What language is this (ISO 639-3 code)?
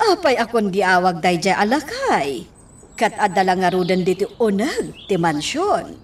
ilo